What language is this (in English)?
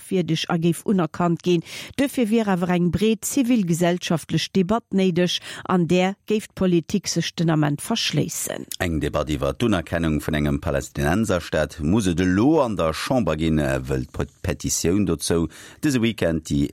Luxembourgish